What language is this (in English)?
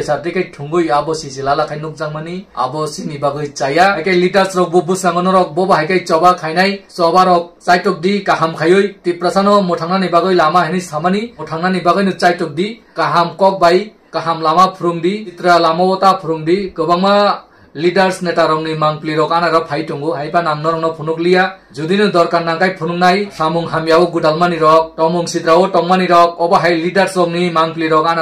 Kok Borok